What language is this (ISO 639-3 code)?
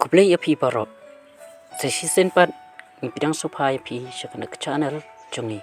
kha